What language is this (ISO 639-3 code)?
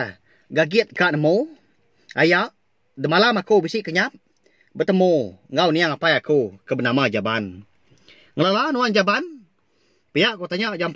iba